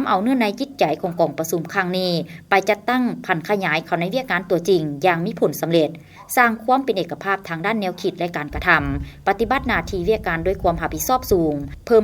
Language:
Lao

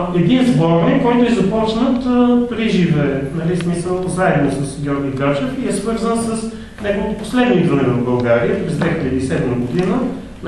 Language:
Bulgarian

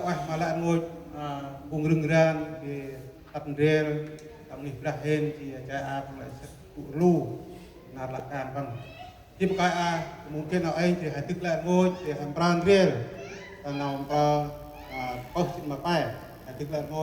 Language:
Central Mnong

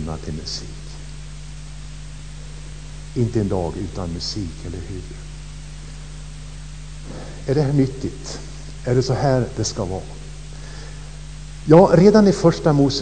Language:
Swedish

